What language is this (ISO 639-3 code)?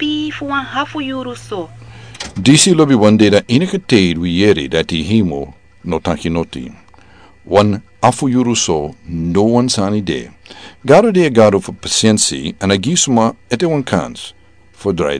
srn